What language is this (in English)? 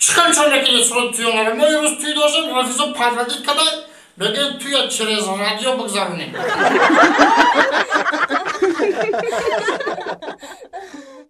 Tajik